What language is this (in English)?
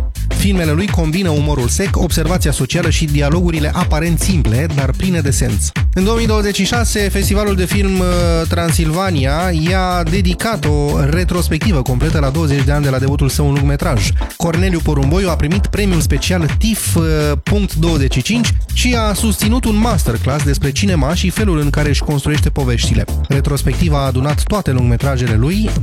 Romanian